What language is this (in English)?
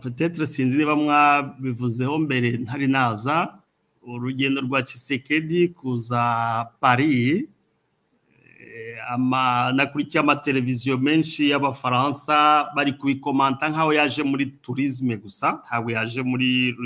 Kinyarwanda